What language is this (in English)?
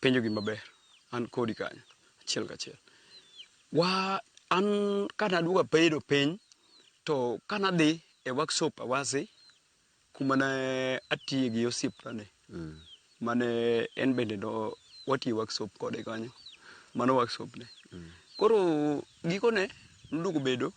Luo (Kenya and Tanzania)